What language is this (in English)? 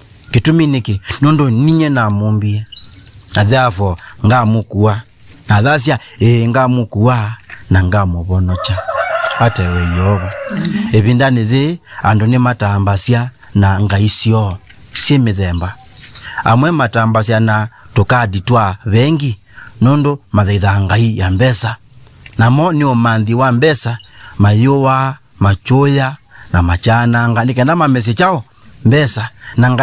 Kamba